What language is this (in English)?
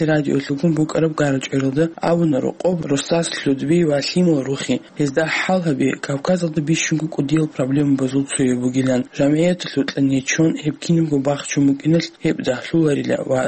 Avaric